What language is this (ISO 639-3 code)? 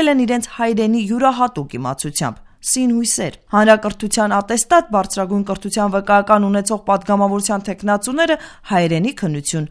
hye